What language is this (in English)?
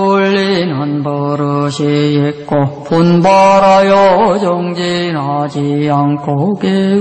Korean